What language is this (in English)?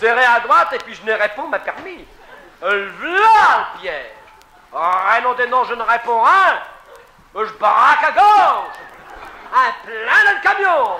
Picard